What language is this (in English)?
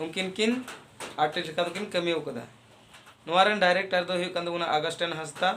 Santali